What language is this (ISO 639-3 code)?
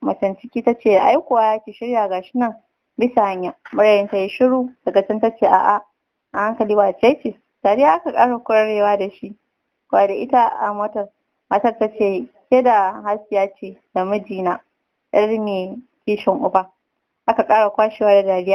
hau